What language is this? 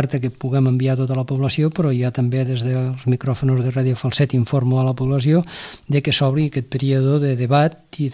Catalan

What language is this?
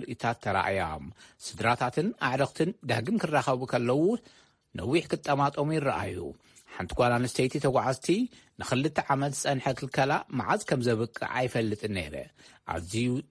Tigrinya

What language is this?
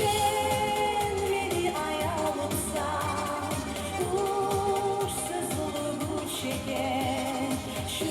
Kumyk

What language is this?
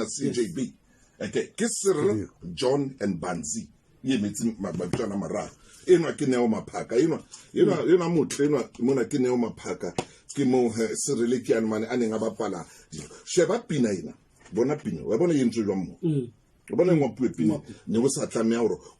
Southern Sotho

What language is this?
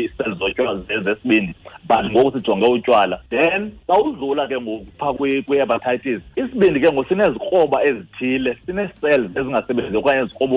Xhosa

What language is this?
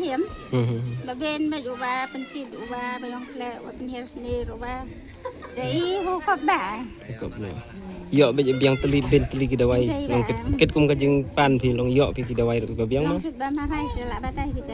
Khasi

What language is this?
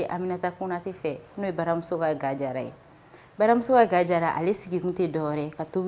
Bambara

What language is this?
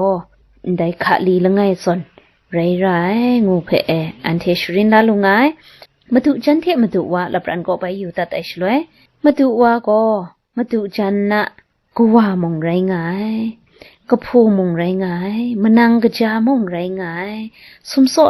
Kachin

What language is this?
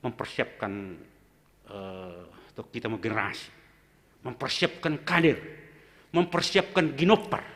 Batak Simalungun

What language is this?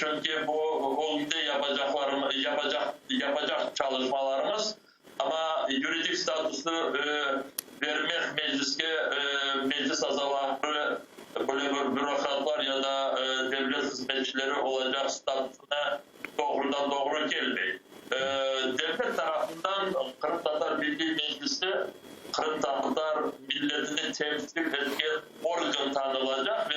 Crimean Tatar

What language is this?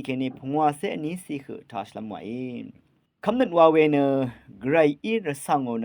Rawang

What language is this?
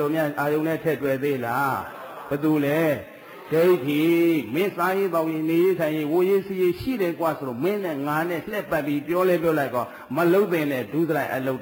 Burmese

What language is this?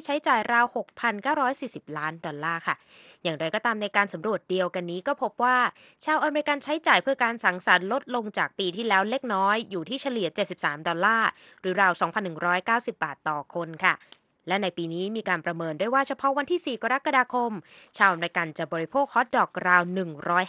Thai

